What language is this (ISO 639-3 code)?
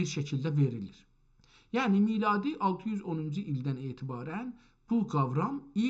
azb